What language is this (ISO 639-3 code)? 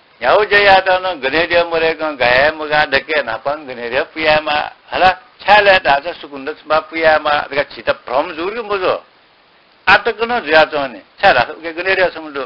new